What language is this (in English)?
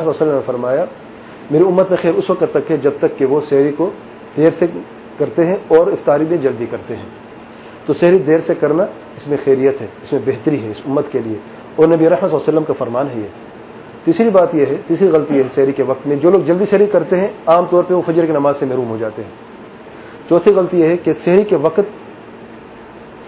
Urdu